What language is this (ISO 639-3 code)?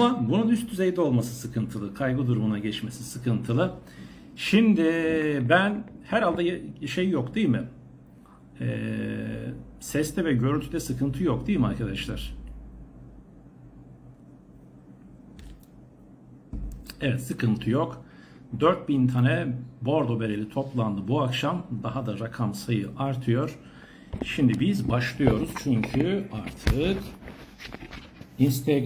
tur